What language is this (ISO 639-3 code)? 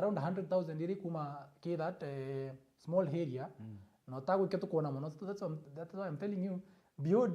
mer